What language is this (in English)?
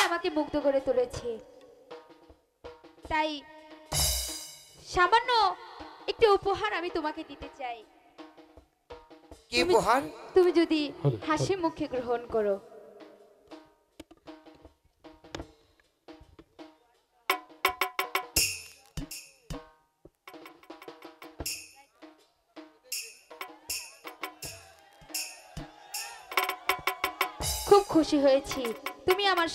Bangla